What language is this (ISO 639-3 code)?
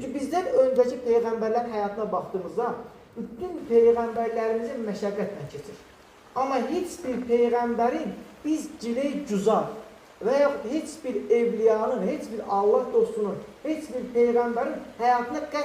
aze